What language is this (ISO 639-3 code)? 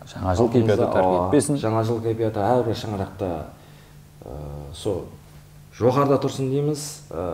kaa